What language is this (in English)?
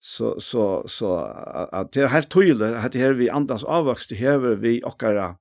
Faroese